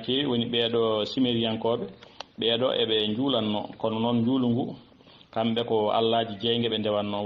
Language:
Fula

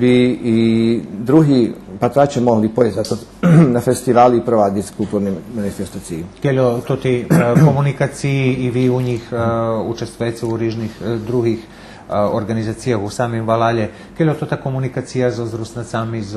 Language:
Rusyn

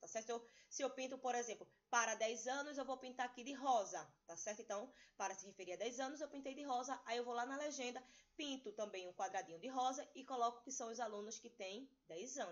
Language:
Portuguese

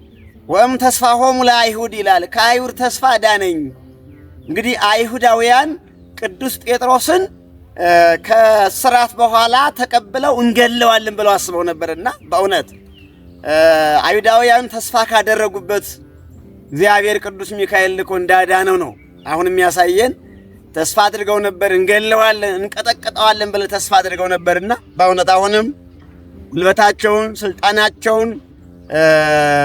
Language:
Amharic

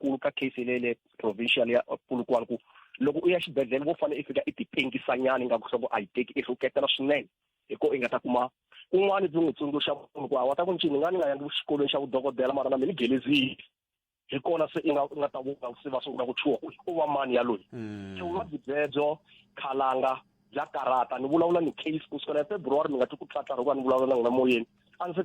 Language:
Tsonga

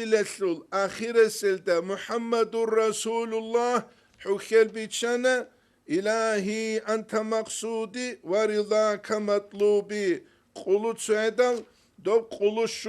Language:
Avaric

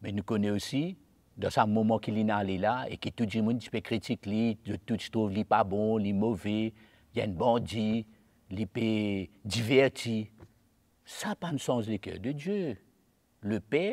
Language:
Morisyen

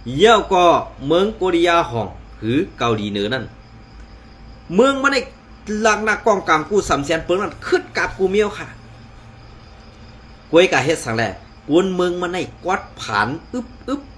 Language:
Shan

